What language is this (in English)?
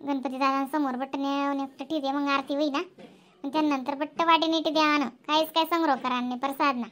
Khandesi